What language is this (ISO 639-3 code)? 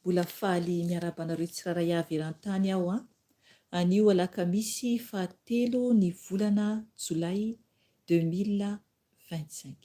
mlg